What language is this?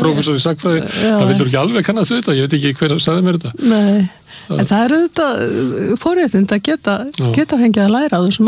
Icelandic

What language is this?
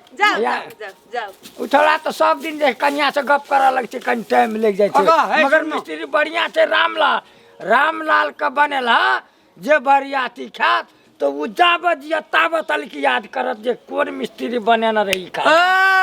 Maithili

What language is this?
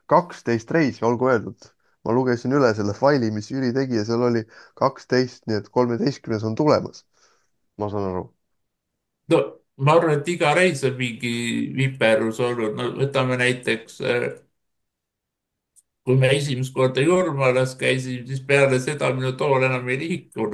Estonian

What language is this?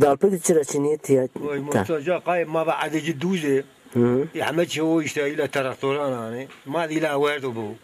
Zaza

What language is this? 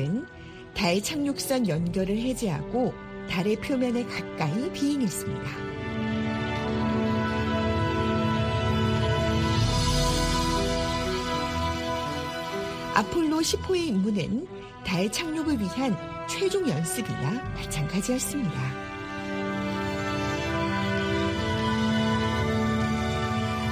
Korean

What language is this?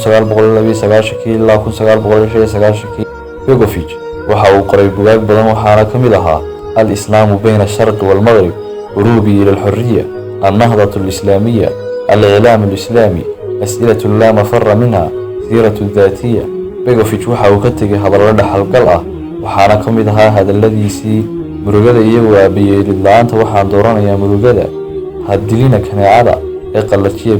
Somali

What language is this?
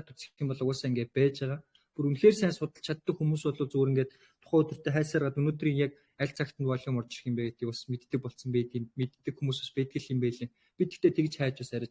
Mongolian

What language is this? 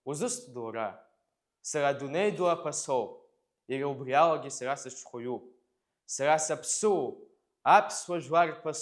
Abkhazian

